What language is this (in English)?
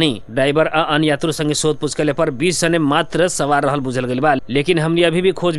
Bhojpuri